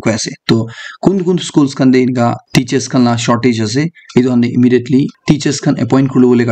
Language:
Naga Pidgin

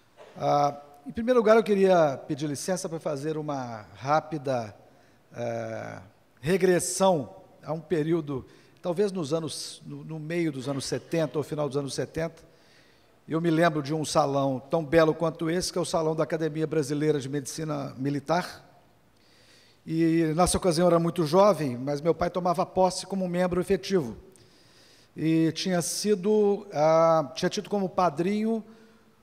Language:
Portuguese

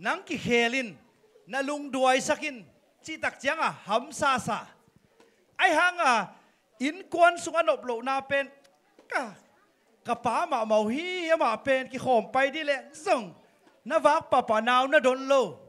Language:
Tedim Chin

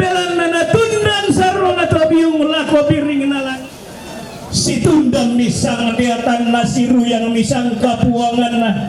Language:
Toraja-Sa'dan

